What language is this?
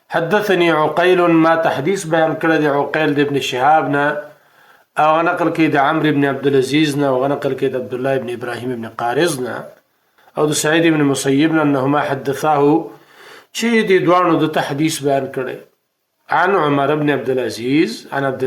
Pashto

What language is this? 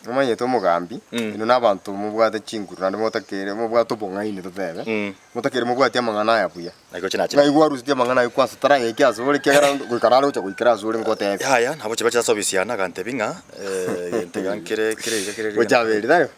Gusii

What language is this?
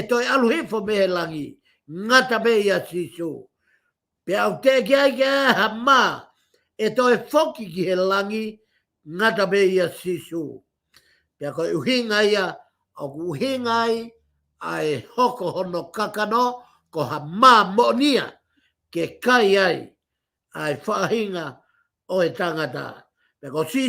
Tongan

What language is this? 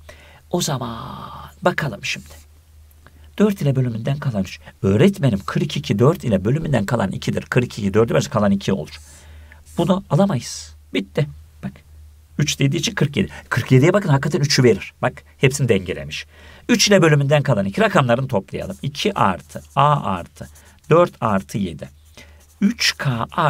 Turkish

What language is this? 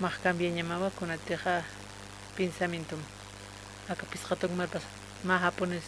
Aymara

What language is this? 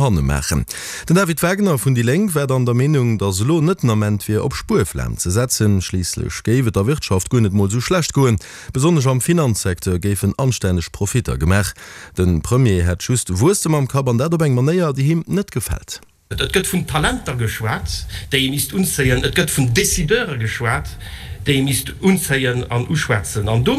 Luxembourgish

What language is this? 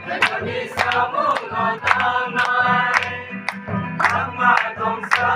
Kok Borok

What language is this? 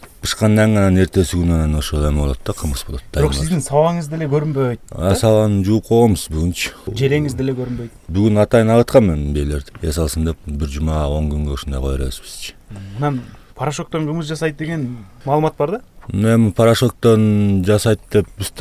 Kyrgyz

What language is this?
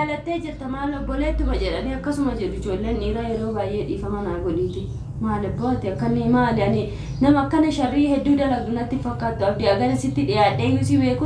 Oromo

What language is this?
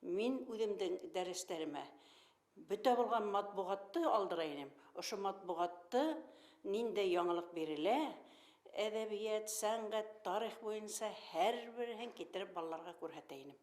Bashkir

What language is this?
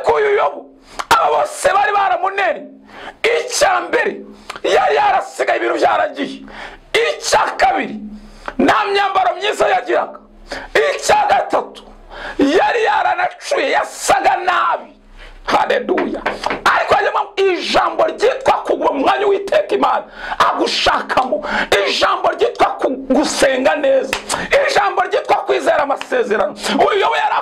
Kinyarwanda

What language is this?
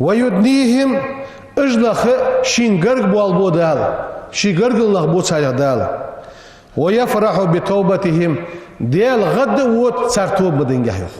Ingush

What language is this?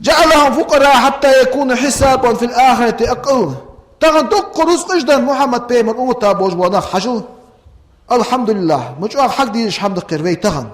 Ingush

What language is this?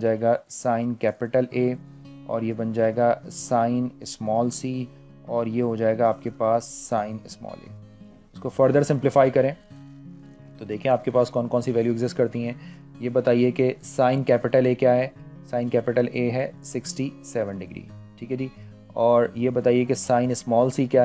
Hindi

